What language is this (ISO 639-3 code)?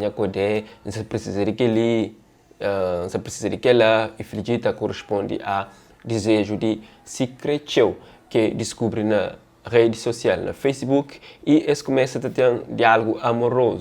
kea